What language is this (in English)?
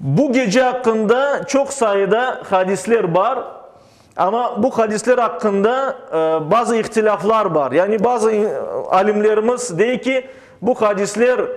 Crimean Tatar